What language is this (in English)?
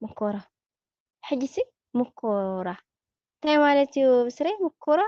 Tigrinya